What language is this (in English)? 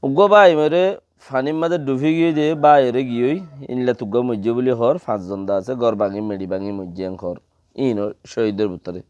Rohingya